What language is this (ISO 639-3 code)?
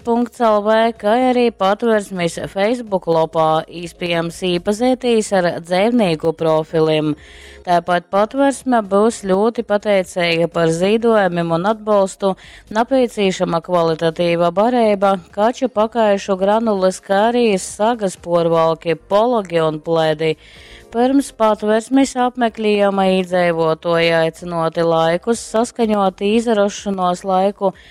ltg